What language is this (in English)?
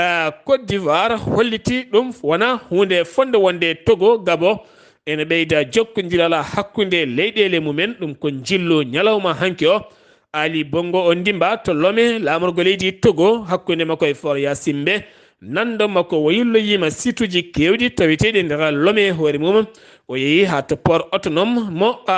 Fula